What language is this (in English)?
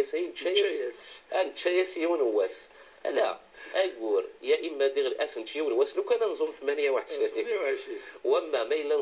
Kabyle